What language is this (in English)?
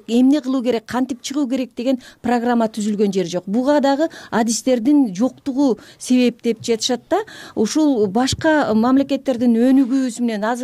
Kyrgyz